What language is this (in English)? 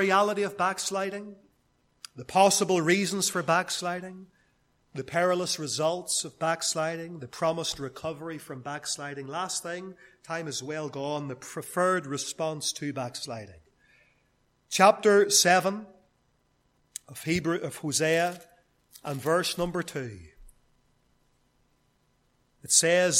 English